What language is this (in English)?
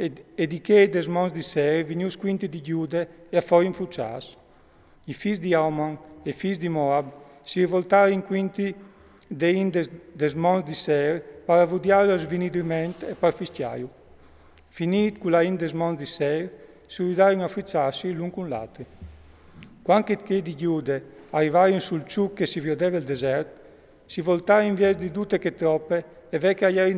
Friulian